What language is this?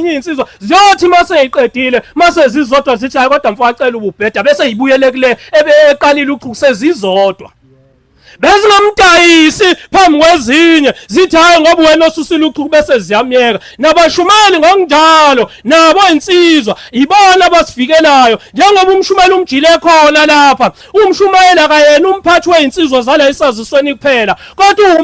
Zulu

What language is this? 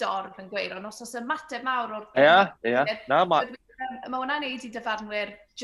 Welsh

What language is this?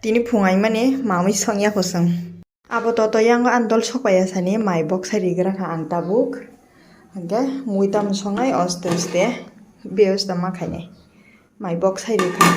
Kok Borok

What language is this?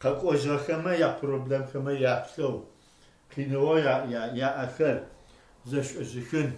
Adyghe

